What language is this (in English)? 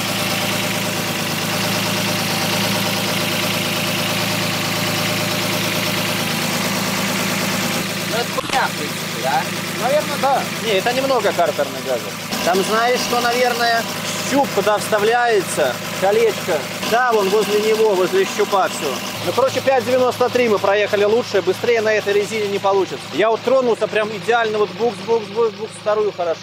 Russian